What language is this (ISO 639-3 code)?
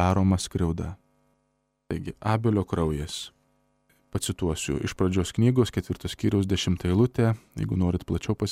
lit